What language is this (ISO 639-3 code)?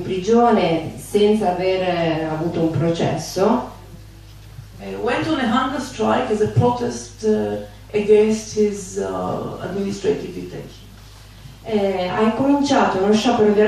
ita